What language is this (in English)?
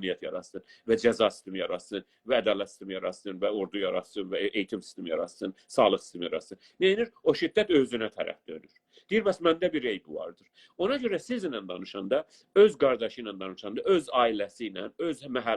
South Azerbaijani